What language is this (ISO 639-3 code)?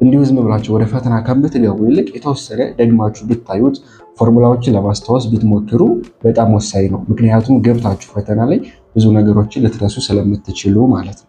amh